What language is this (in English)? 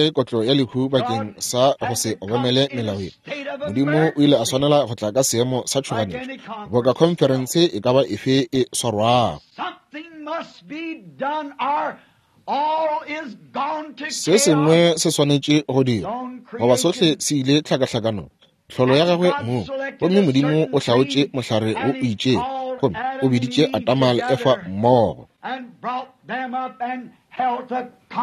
Northern Sotho